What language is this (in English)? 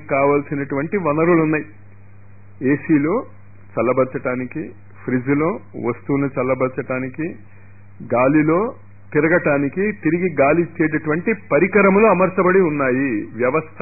Telugu